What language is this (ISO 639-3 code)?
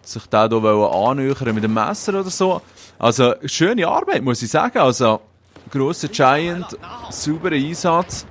gsw